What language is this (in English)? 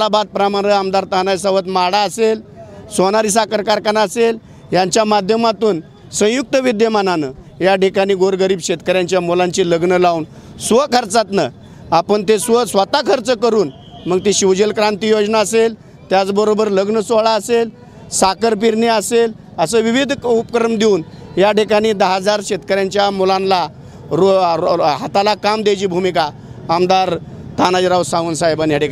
Marathi